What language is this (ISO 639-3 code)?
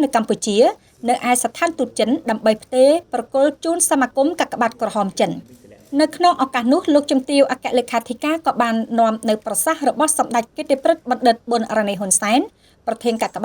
khm